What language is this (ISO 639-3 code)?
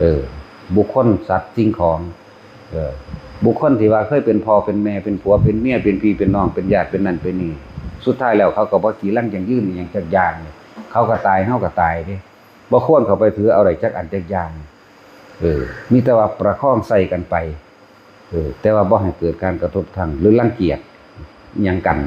tts